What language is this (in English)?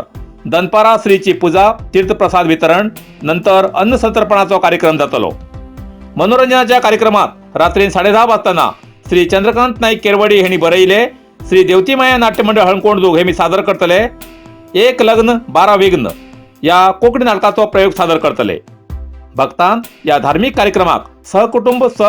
Konkani